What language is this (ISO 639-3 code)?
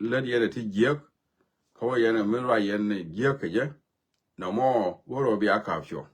nus